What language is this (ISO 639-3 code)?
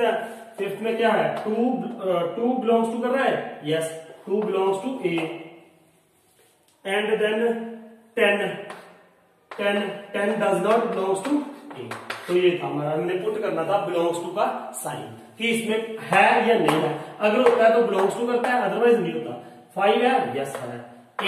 hin